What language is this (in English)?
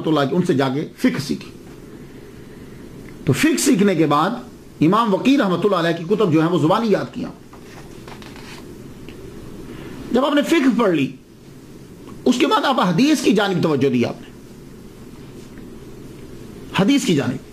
Urdu